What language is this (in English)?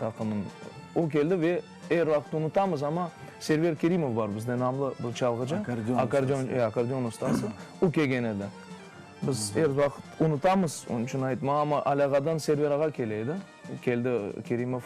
Crimean Tatar